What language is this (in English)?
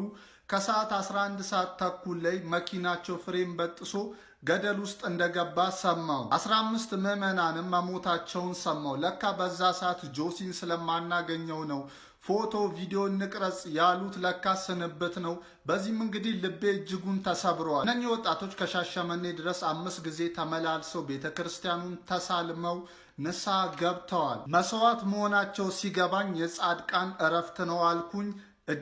Amharic